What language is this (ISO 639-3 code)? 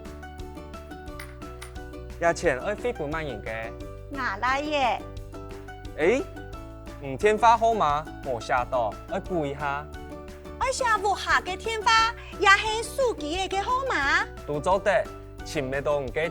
hak